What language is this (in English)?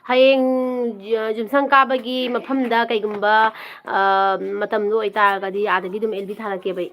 Manipuri